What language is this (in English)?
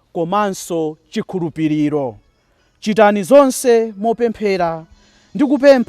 Nyanja